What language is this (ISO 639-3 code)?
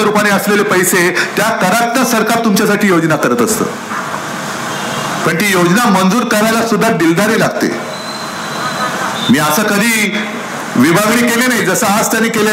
mar